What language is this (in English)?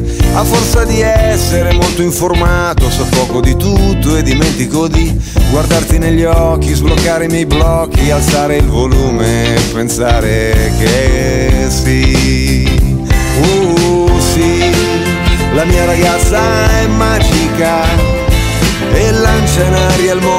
Italian